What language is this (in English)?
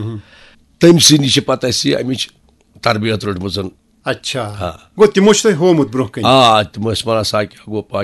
Kashmiri